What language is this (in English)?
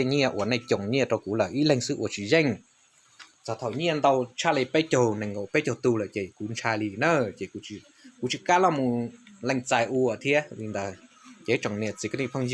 Hmong